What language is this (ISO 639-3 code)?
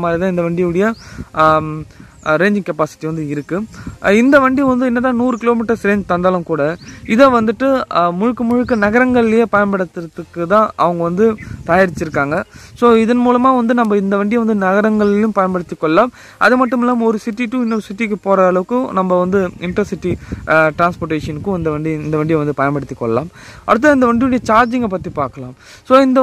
tam